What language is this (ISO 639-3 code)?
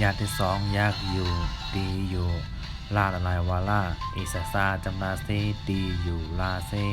shn